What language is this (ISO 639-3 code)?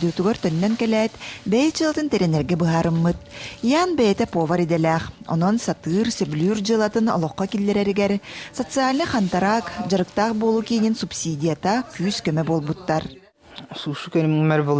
sah